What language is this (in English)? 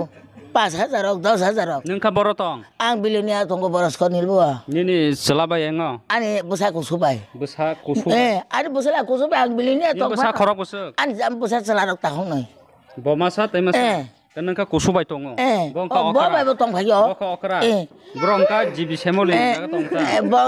Kok Borok